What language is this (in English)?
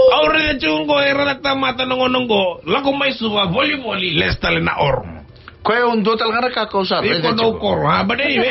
Fijian